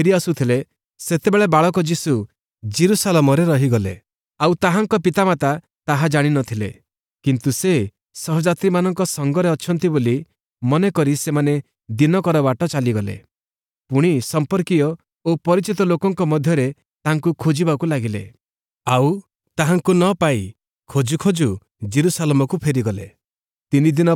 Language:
Odia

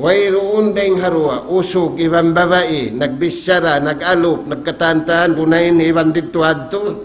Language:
Tausug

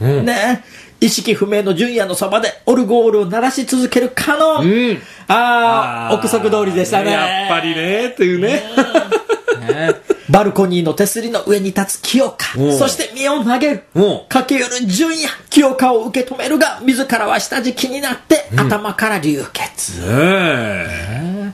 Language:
Japanese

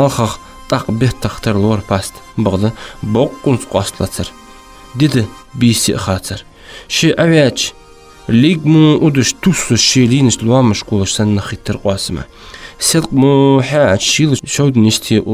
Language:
Ingush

